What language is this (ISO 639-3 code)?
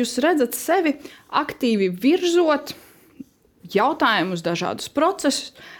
lav